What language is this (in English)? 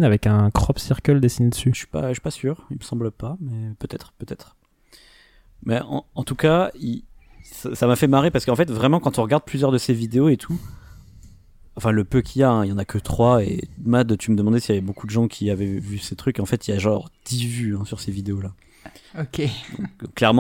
French